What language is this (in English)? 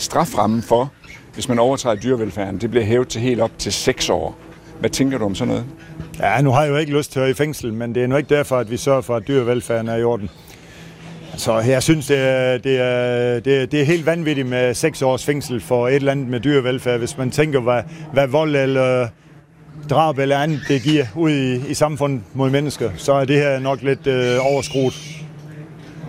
Danish